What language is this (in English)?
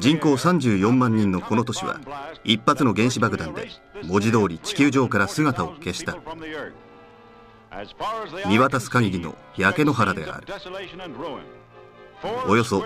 Japanese